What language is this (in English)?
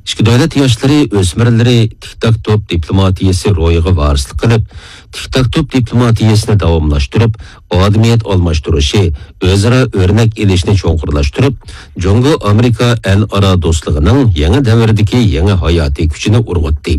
Uyghur